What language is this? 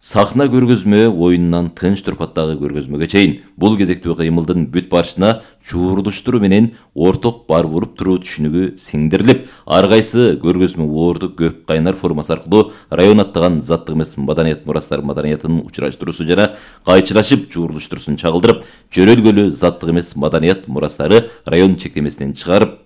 Kyrgyz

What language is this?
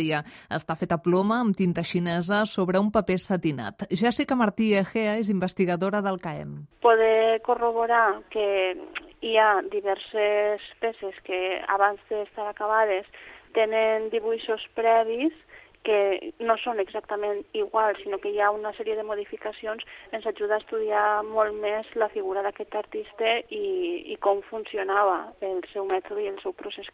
Catalan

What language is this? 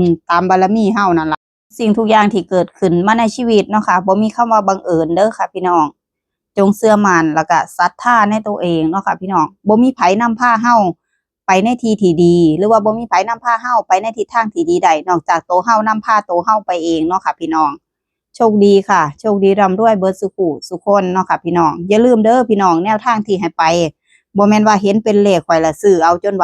Northeastern Thai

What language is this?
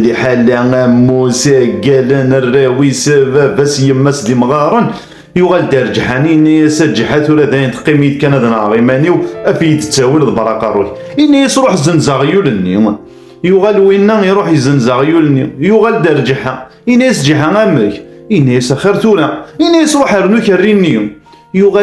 Kabyle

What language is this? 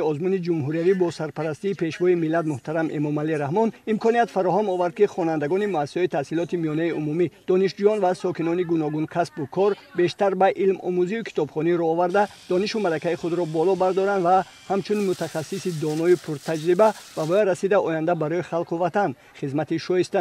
Tajik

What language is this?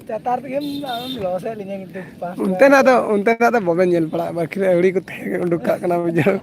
Santali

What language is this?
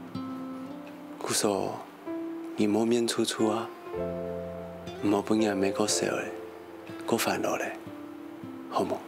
Hakka Chinese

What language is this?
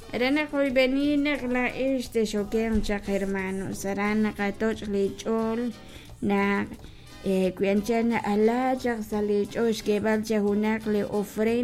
Kekchí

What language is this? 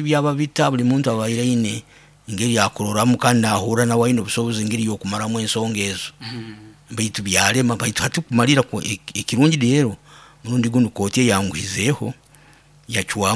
Nyoro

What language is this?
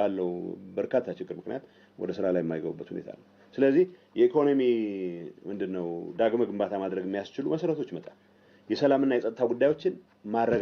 Amharic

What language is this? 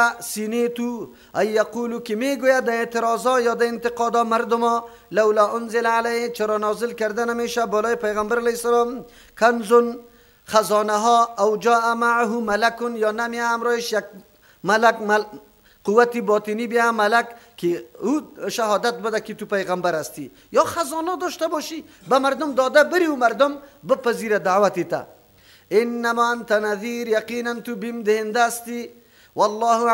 Persian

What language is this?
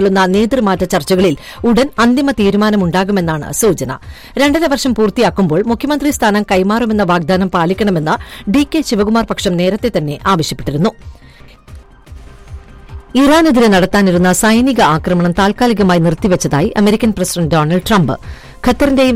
Malayalam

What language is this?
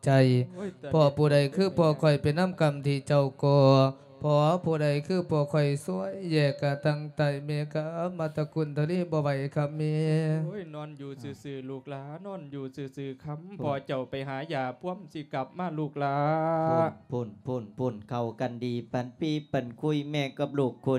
Lao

